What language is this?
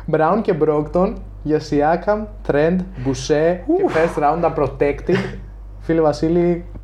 Greek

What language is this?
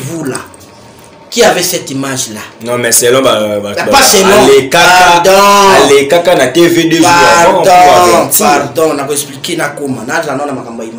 Lingala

